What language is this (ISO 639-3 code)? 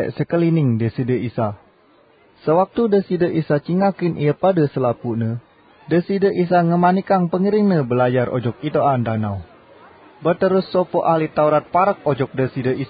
sas